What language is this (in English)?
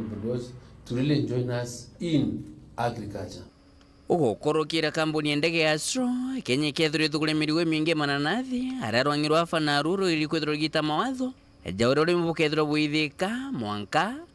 Meru